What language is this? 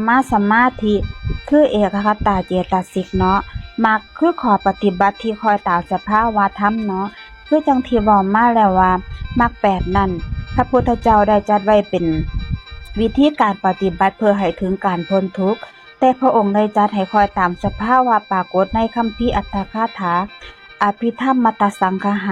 Northeastern Thai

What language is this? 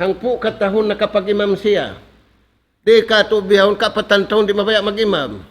Tausug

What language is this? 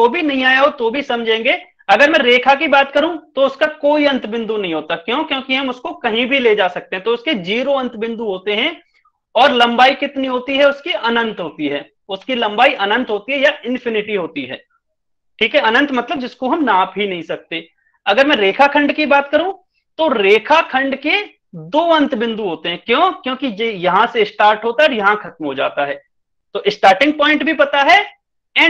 Hindi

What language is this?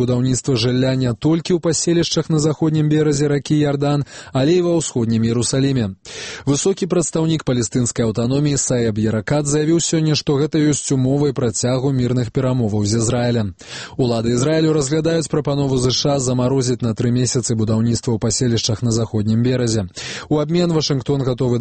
Belarusian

